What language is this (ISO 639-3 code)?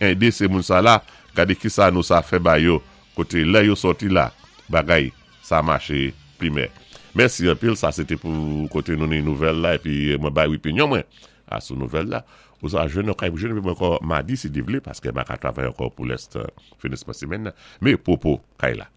acf